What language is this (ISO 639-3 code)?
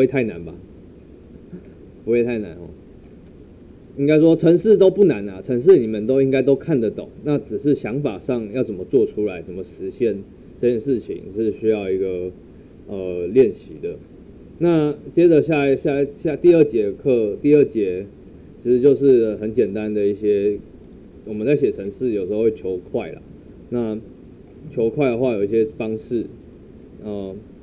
zho